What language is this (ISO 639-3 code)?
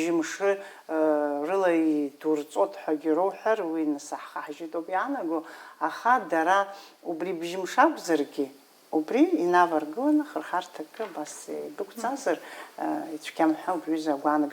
abk